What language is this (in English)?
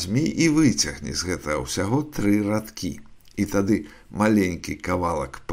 Belarusian